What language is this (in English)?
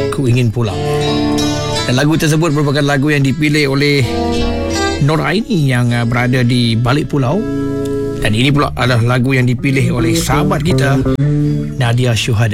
Malay